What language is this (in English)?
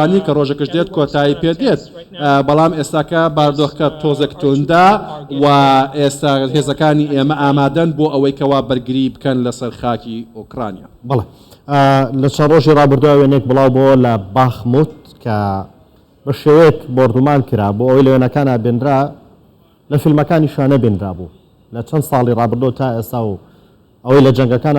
Central Kurdish